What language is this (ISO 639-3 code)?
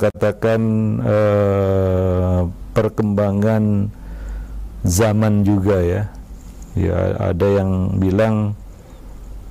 ind